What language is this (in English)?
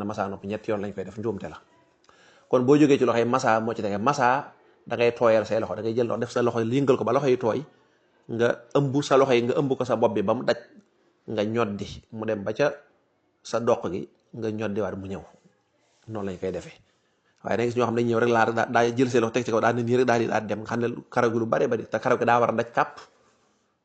Wolof